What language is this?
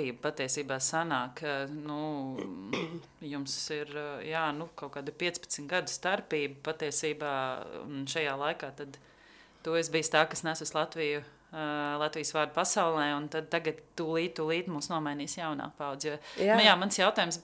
Latvian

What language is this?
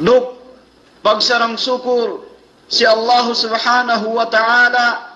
Yakan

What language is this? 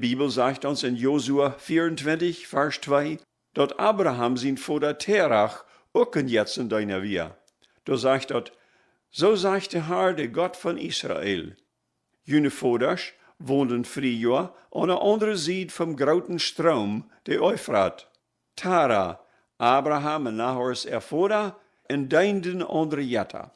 Plautdietsch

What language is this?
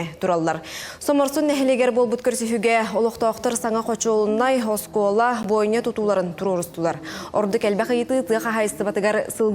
Yakut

